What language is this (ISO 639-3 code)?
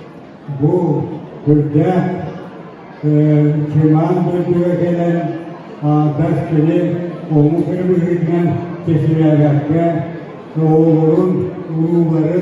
sah